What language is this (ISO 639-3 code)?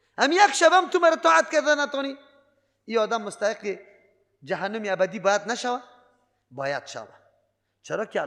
fas